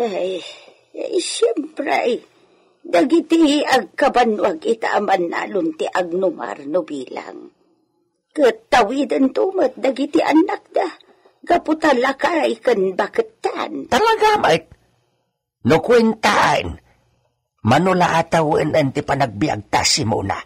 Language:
Iloko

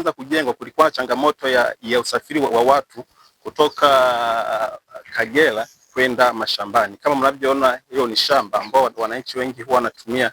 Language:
Swahili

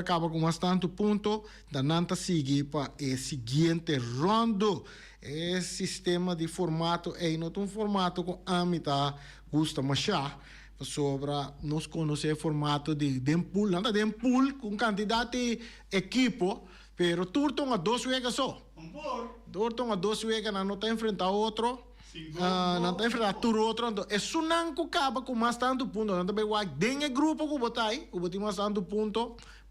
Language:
Papiamento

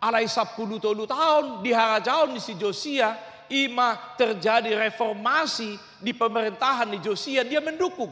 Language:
Batak Toba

